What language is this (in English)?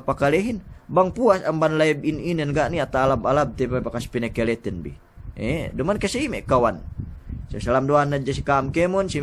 Yakan